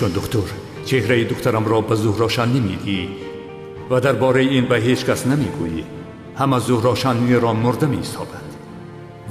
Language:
Tajik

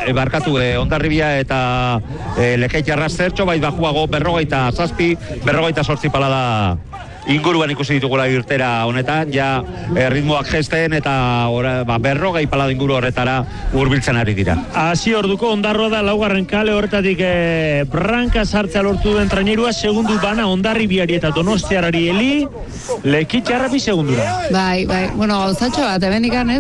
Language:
Basque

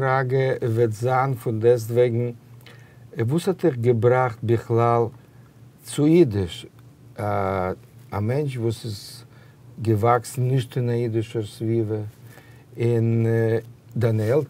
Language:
Yiddish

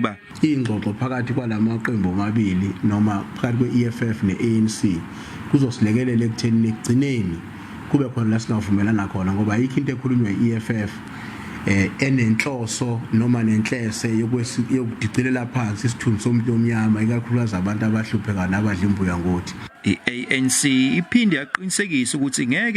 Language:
Zulu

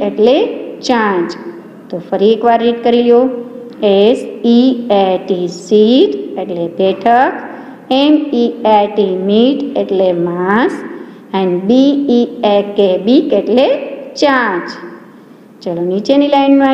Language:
Gujarati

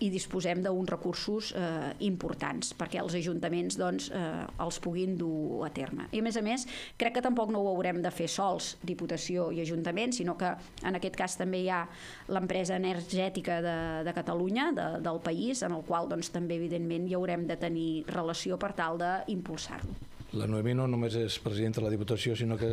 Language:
Catalan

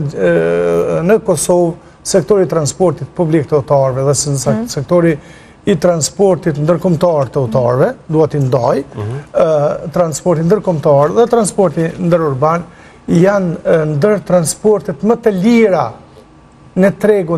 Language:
Albanian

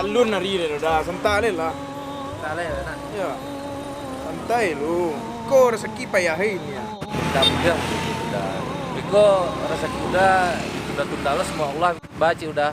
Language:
Minangkabau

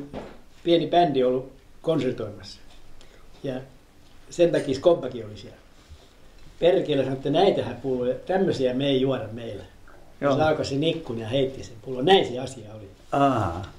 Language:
Finnish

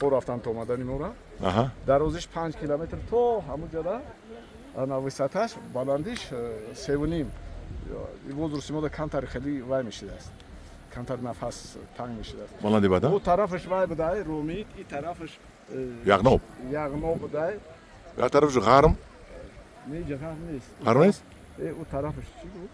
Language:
Tajik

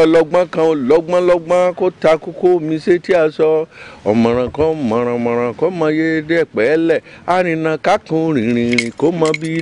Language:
Yoruba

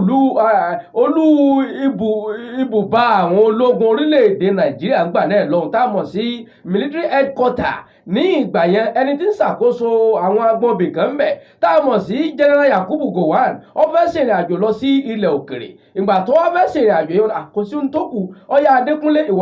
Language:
Yoruba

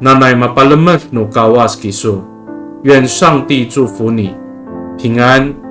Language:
Amis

